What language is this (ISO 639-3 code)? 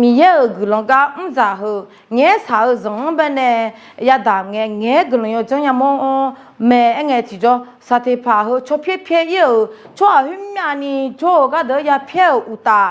ahk